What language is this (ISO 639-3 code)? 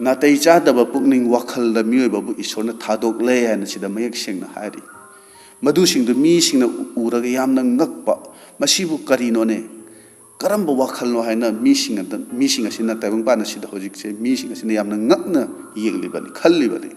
mni